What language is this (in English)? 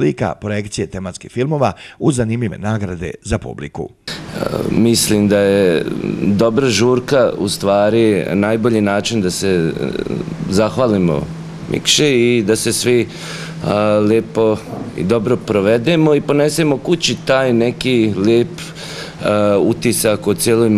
Bosnian